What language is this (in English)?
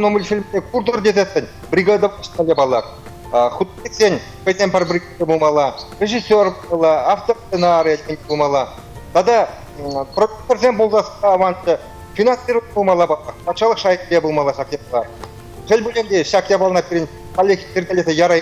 Chuvash